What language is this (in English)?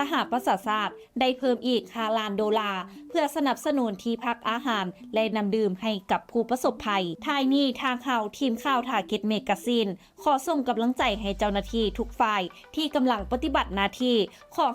Lao